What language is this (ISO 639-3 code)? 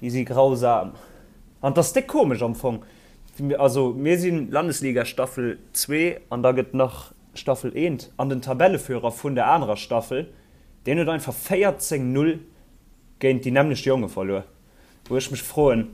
ltz